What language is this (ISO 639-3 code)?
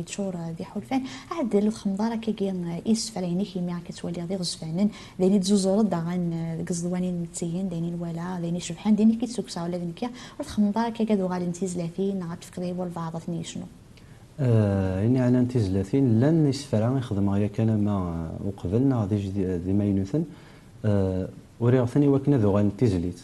kab